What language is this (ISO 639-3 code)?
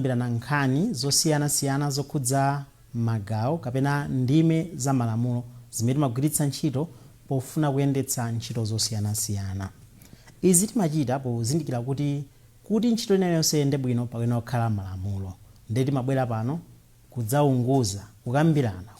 nya